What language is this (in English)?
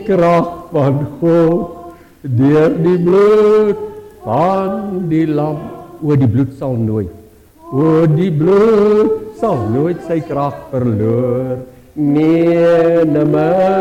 Afrikaans